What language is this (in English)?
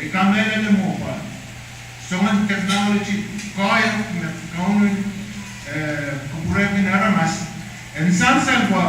Pohnpeian